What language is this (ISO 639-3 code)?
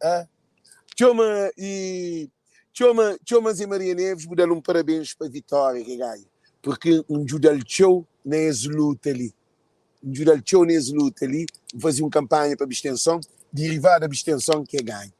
kea